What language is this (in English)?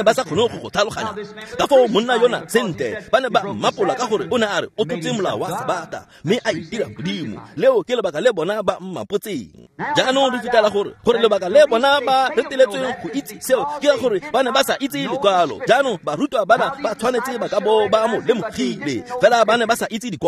Tswana